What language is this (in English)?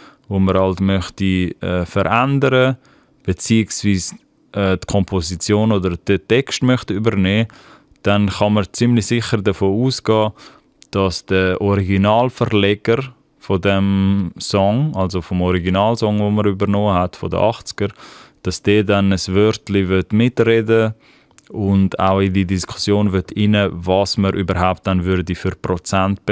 Swiss German